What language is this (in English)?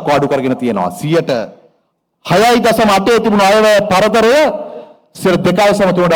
Sinhala